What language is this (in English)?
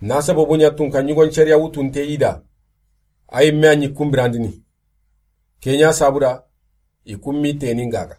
Soninke